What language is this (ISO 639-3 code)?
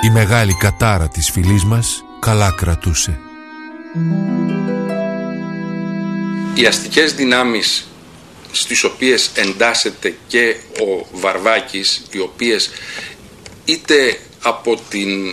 ell